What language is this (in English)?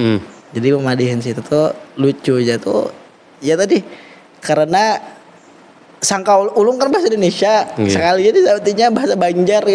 Banjar